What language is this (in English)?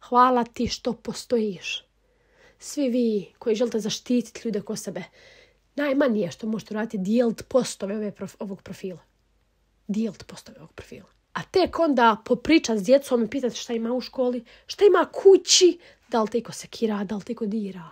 Bosnian